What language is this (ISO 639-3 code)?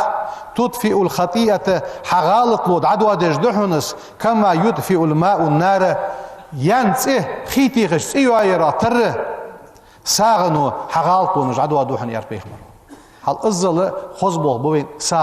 inh